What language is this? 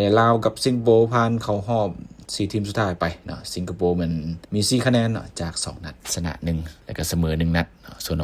Lao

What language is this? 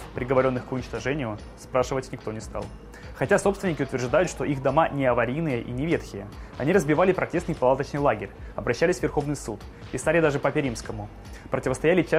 Russian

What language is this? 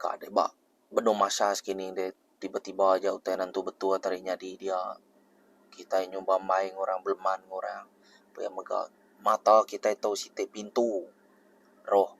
Iban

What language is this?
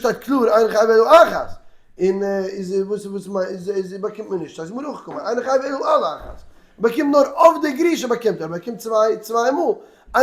Yiddish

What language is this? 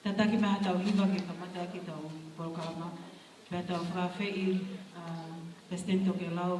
Tongan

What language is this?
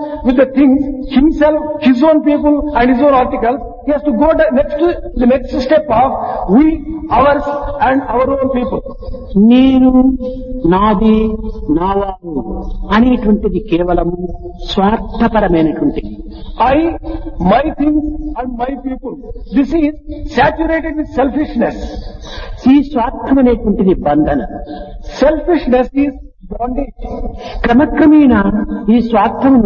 Telugu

